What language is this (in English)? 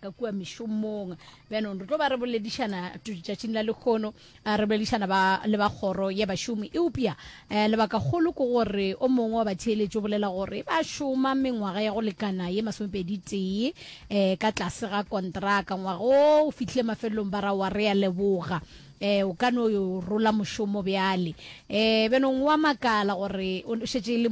Northern Sotho